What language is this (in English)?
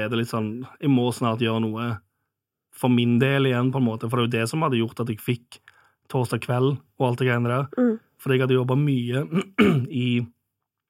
Norwegian